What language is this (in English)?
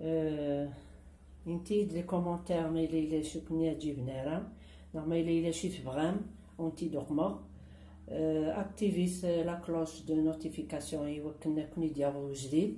Kabyle